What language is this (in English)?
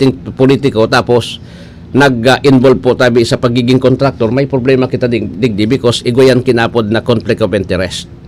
Bikol